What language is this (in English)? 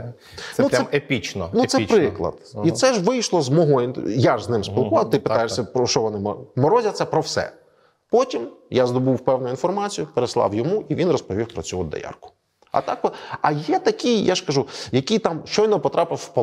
Ukrainian